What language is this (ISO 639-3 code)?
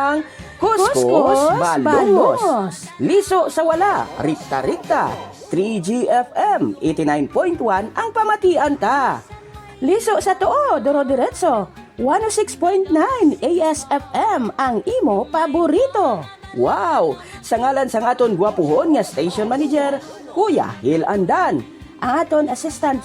hil